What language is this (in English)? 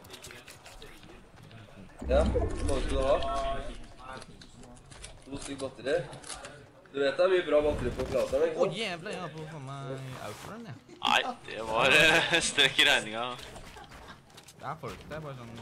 Norwegian